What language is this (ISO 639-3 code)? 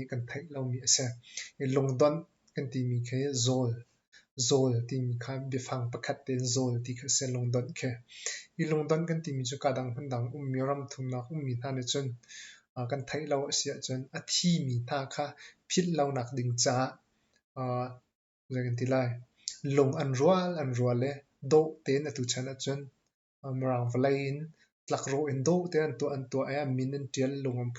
cnh